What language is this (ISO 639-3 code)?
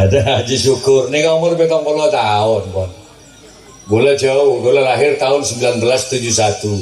mad